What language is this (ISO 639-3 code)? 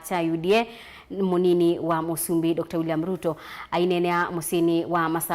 kam